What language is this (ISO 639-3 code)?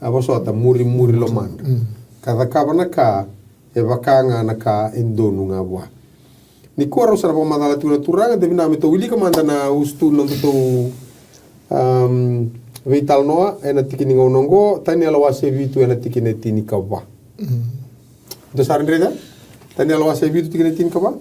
fij